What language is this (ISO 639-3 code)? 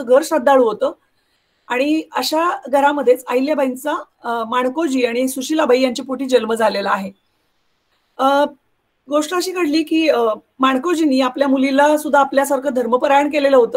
mar